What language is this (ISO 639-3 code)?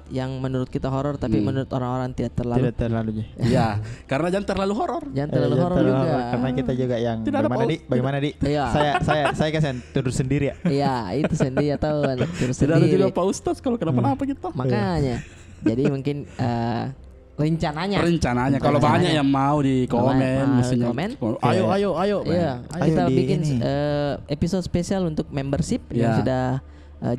mfp